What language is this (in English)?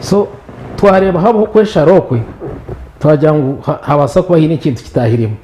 Nyankole